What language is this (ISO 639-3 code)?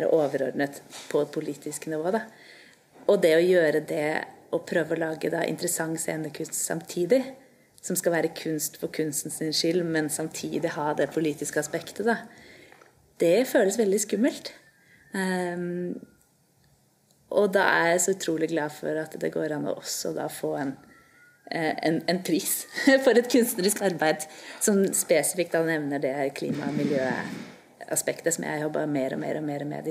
nor